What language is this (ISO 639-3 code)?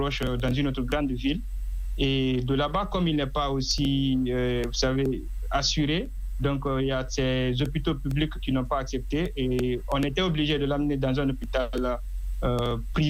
fra